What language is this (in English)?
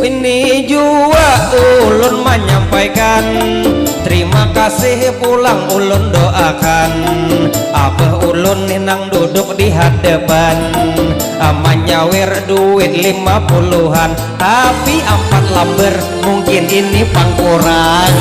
Banjar